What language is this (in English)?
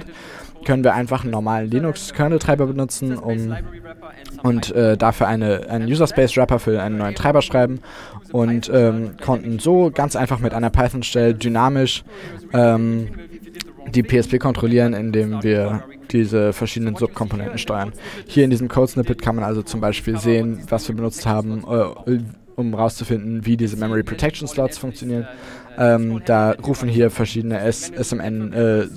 German